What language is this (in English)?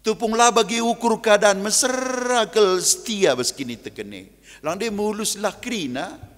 Batak Karo